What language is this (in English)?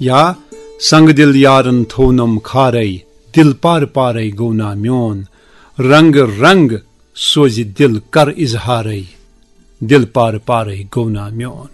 Kashmiri